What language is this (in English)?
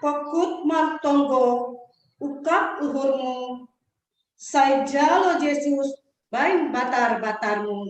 Batak Simalungun